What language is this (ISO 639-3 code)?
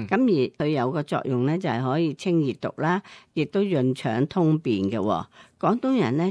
yue